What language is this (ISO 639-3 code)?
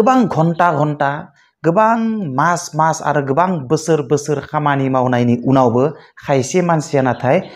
brx